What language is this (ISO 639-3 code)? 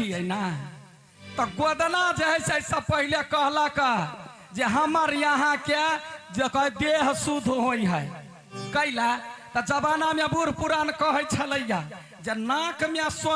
mai